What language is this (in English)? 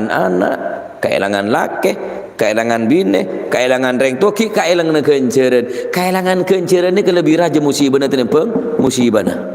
Madurese